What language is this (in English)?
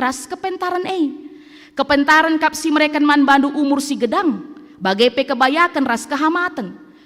Batak Karo